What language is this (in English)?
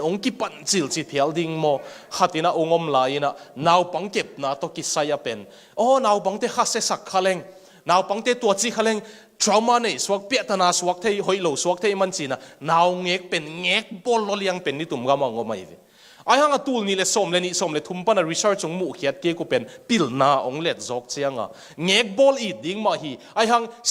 Tedim Chin